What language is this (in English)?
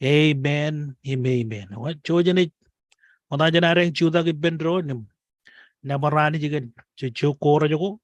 Marshallese